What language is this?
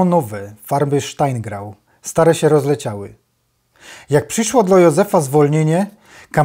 Silesian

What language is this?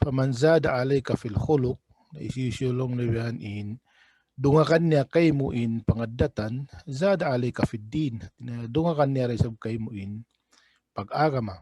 Tausug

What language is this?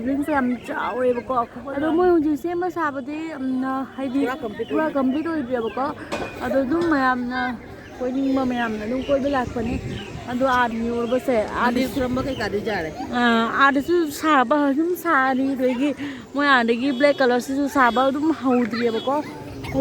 Manipuri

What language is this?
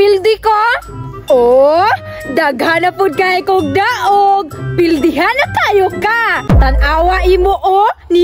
Cebuano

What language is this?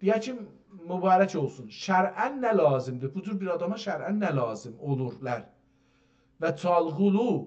South Azerbaijani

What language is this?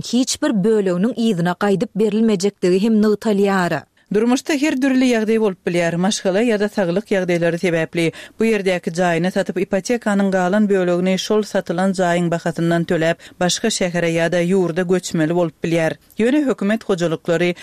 Turkmen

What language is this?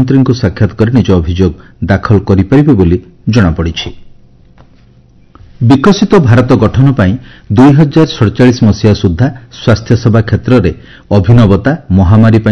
Odia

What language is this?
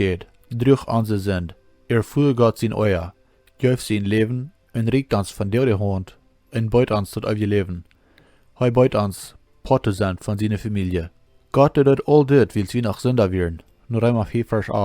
Plautdietsch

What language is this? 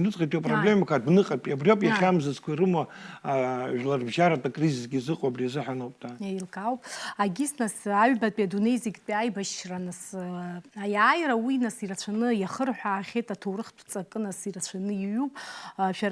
Abkhazian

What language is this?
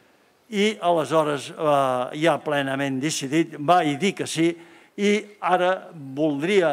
Catalan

